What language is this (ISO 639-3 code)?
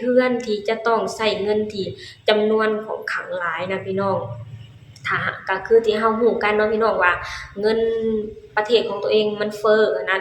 lao